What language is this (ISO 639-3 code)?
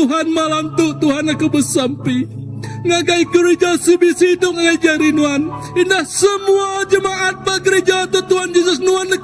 iba